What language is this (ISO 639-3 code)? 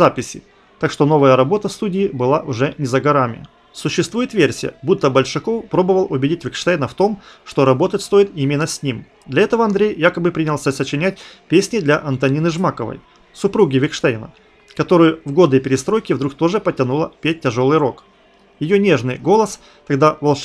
rus